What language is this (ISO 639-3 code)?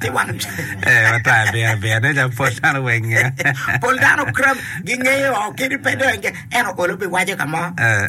ach